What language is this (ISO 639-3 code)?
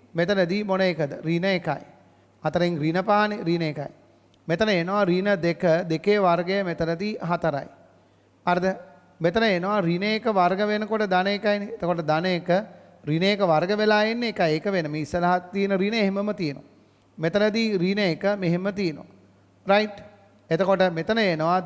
sin